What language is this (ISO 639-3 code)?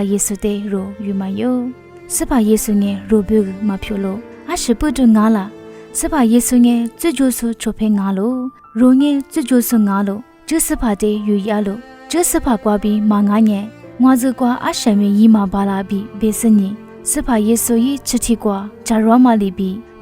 lis